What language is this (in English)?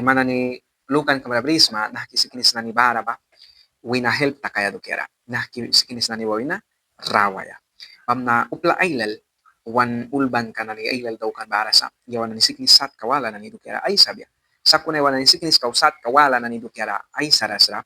Mískito